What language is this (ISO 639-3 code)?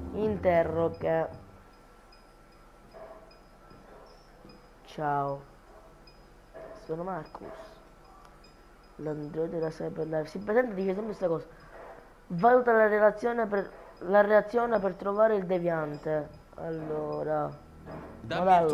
ita